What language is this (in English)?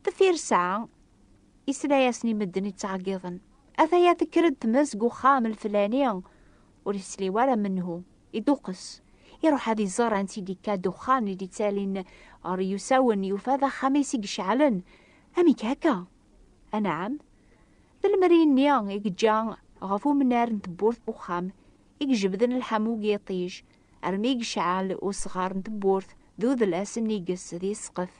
Kabyle